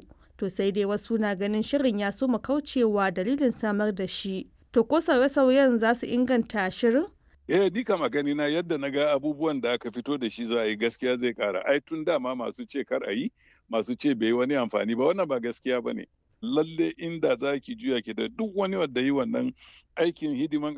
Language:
Hausa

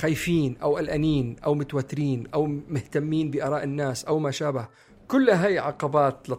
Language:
North Levantine Arabic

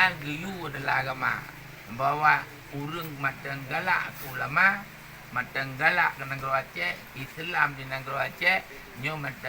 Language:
Achinese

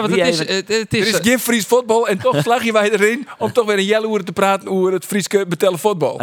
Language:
Western Frisian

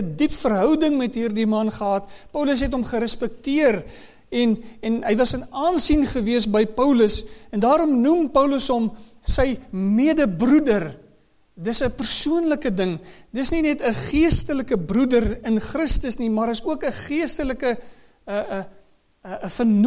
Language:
Afrikaans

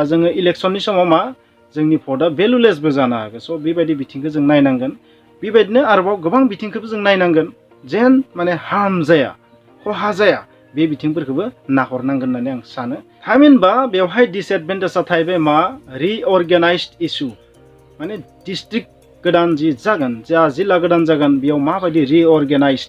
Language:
Bodo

